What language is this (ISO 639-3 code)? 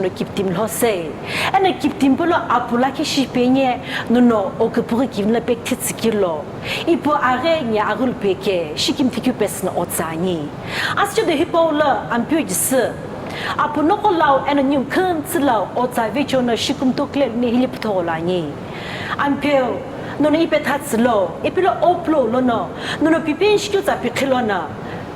nsm